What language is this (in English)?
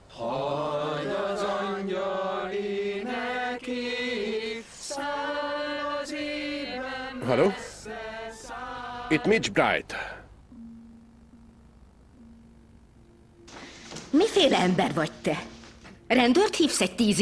Hungarian